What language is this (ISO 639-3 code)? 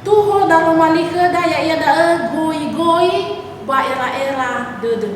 nia